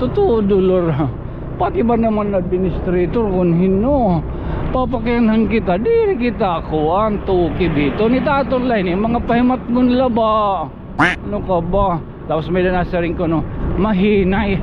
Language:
Waray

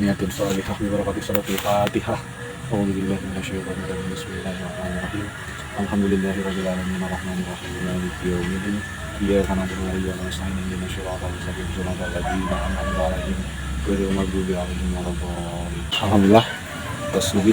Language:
Sundanese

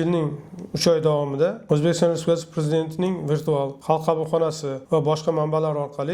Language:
Uzbek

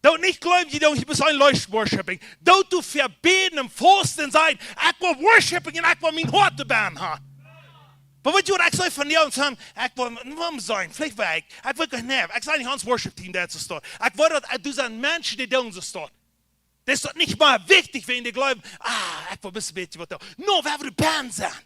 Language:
Plautdietsch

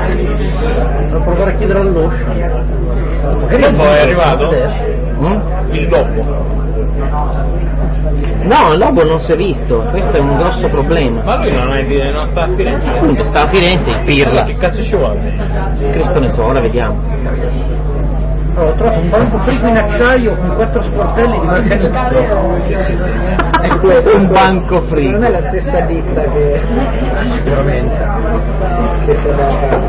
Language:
Italian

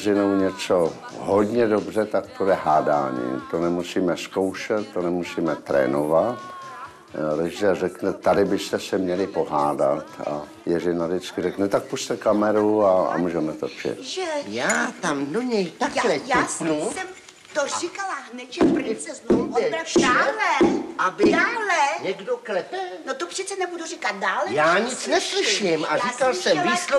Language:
Czech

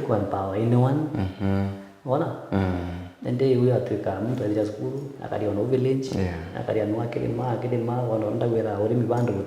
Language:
Meru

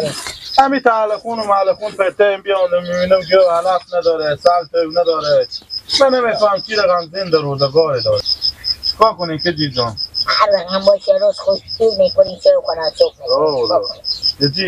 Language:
Persian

